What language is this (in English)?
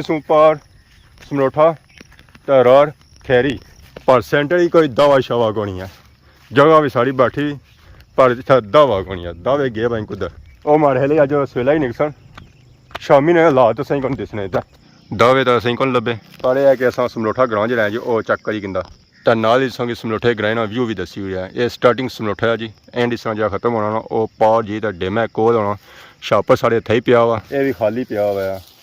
Pahari-Potwari